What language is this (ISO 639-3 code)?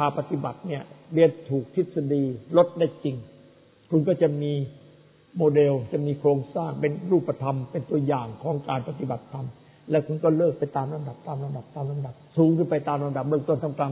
tha